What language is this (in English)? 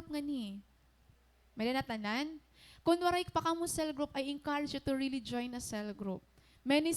Waray